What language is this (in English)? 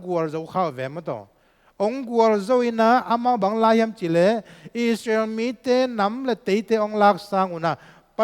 Tedim Chin